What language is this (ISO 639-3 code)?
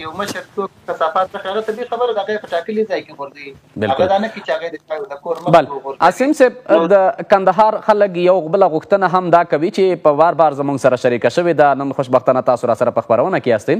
pus